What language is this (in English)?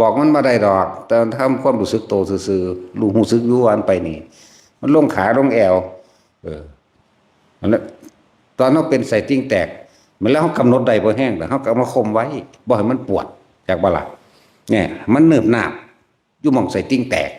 Northeastern Thai